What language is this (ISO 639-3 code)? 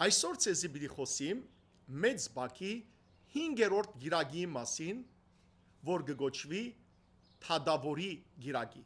hyw